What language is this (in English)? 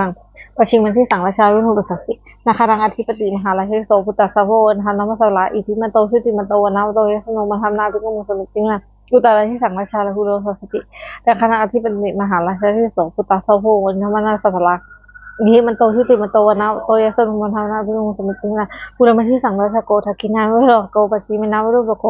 Pali